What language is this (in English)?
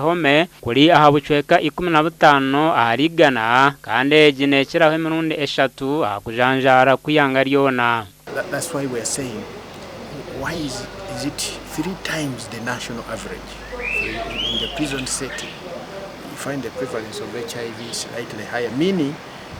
Nyankole